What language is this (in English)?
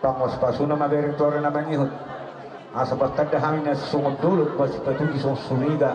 Batak Toba